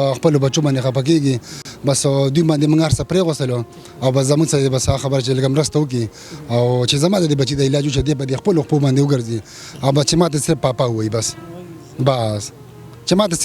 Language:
Pashto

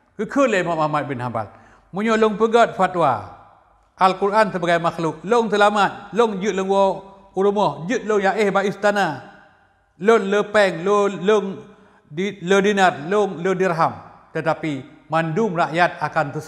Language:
Achinese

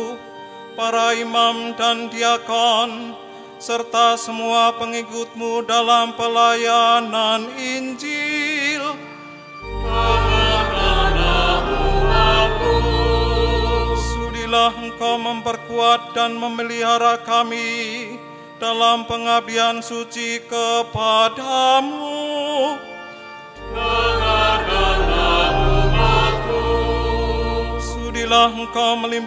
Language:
Indonesian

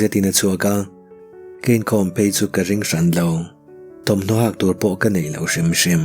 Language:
Mizo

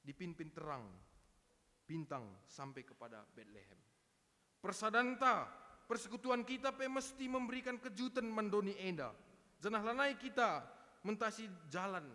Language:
Batak Karo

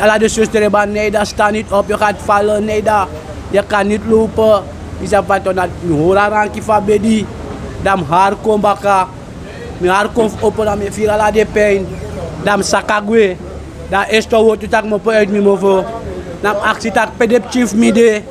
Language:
Sranan Tongo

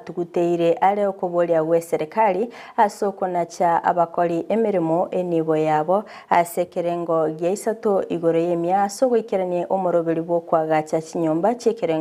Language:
Gusii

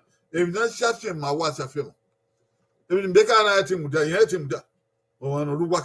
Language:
Bini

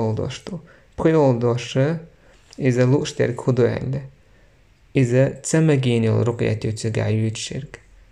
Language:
Chechen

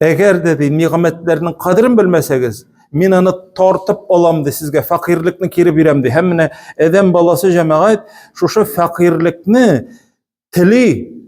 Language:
Tatar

